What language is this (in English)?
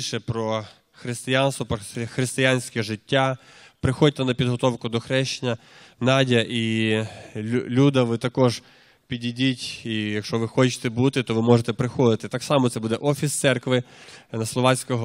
Ukrainian